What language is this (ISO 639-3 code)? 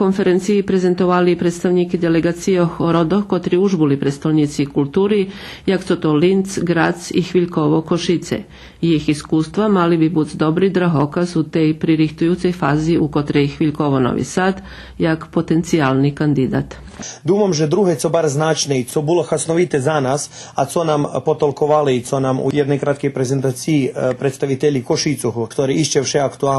rue